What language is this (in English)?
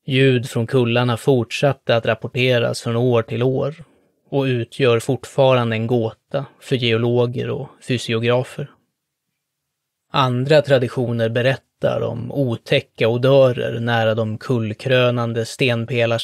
Swedish